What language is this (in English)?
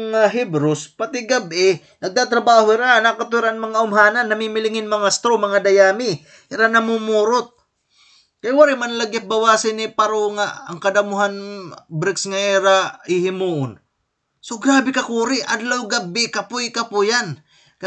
Waray